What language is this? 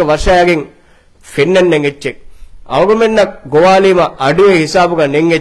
Divehi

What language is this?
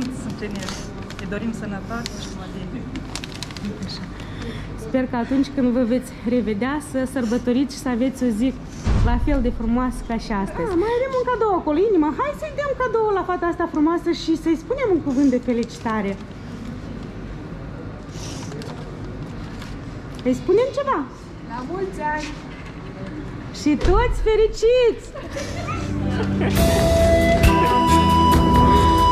Romanian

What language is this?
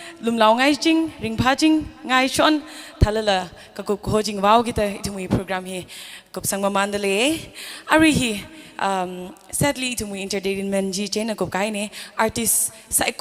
Tangkhul Naga (India)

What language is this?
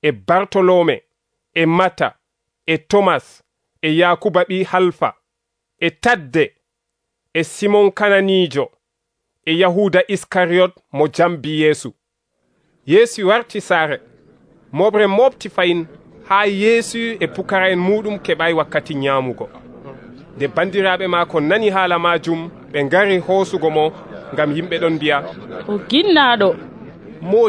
Nigerian Fulfulde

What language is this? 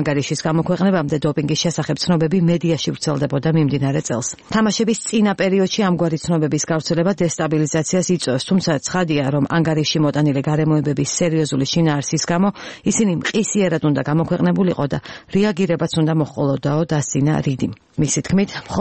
Georgian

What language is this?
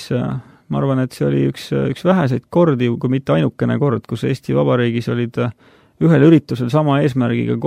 Estonian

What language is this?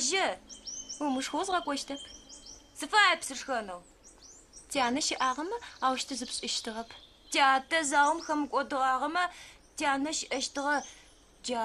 Adyghe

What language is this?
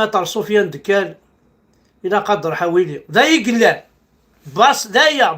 Kabyle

